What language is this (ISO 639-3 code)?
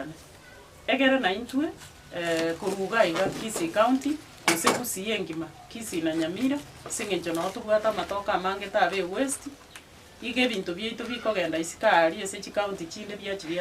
guz